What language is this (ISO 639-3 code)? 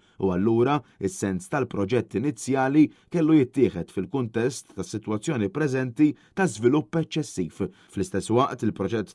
mlt